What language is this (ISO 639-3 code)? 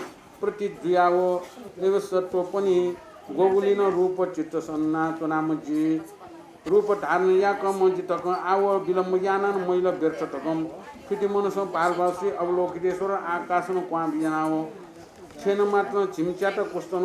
new